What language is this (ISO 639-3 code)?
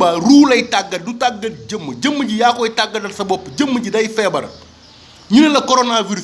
wol